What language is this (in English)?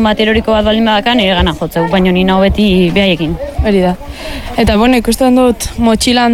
Basque